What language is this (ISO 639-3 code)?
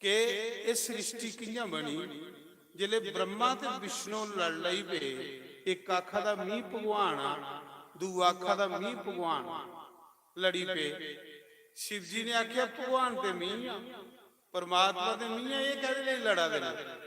doi